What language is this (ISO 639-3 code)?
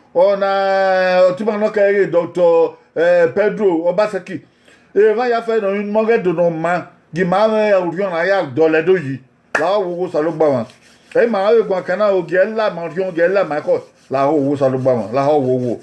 bin